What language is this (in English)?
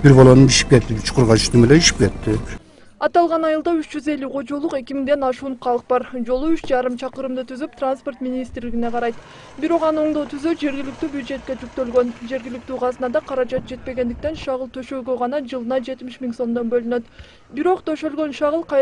Kyrgyz